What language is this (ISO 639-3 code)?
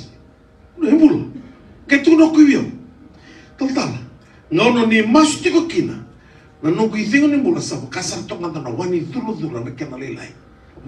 fij